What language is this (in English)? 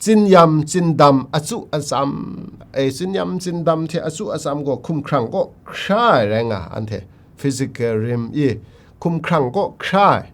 Kachin